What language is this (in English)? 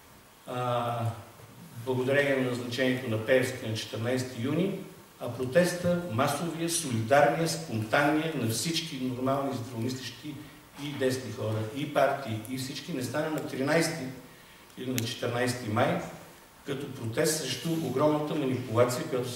Bulgarian